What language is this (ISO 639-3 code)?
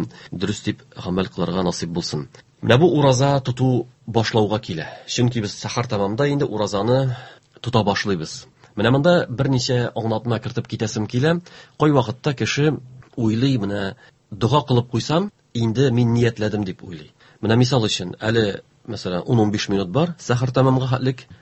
tat